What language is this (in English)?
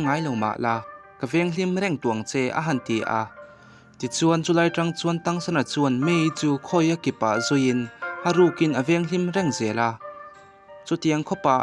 Mizo